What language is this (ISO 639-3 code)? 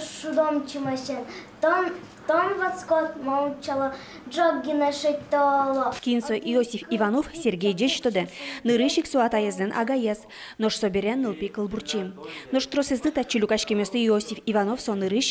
udm